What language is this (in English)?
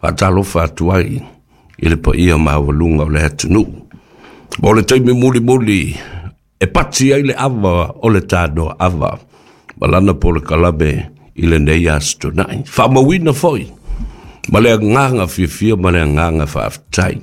Samoan